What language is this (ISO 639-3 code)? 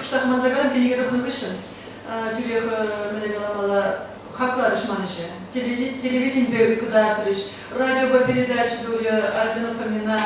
chv